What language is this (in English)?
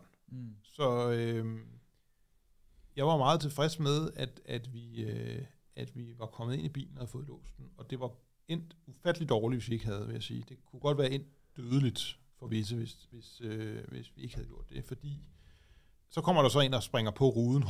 Danish